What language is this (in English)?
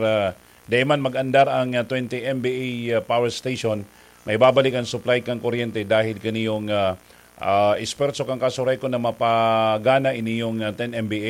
Bikol